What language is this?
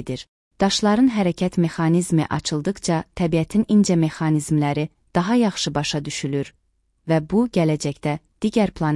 Azerbaijani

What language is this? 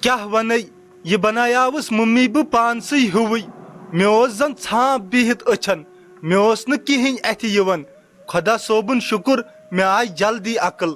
Kashmiri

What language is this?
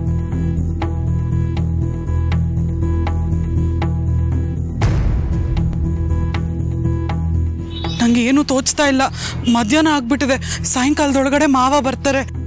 Kannada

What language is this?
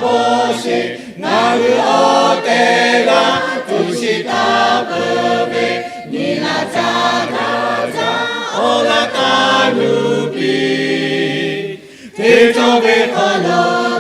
Lahu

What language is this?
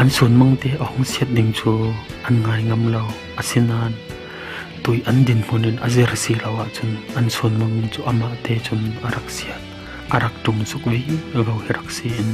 Falam Chin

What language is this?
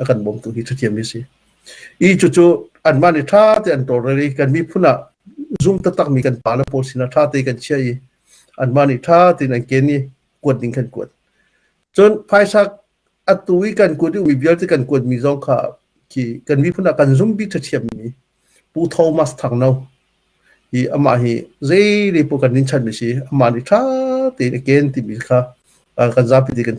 Hakha Chin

